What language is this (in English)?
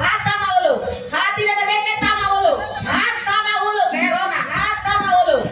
Tetum